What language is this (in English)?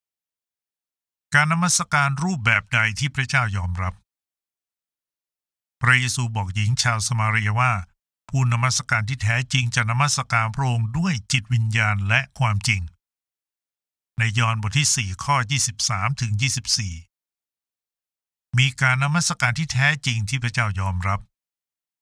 Thai